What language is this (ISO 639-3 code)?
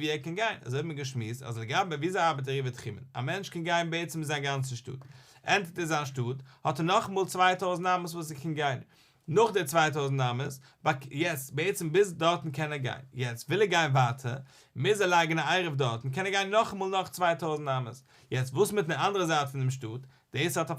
yid